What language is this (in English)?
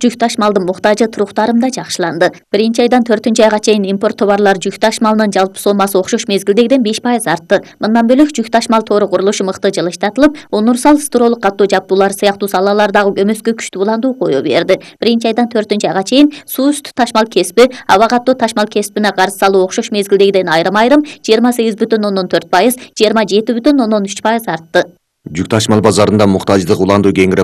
Kyrgyz